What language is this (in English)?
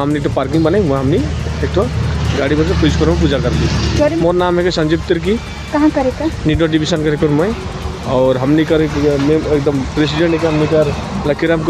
Sadri